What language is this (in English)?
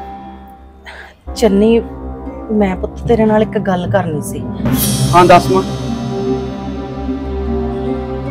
Punjabi